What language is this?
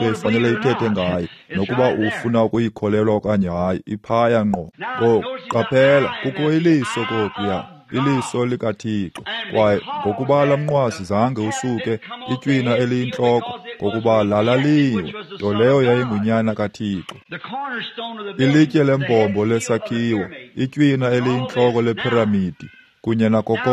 Xhosa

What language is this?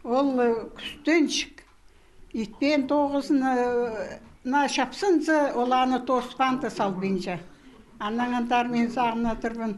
Khakas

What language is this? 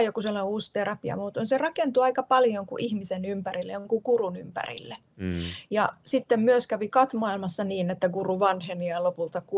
Finnish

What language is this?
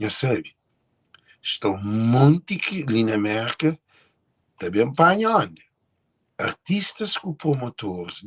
Kabuverdianu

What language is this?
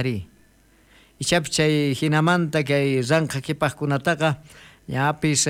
South Bolivian Quechua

